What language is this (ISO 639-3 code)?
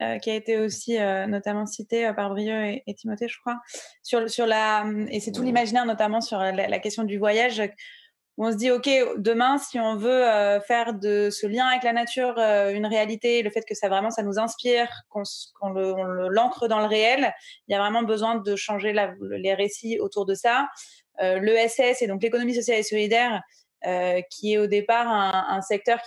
fra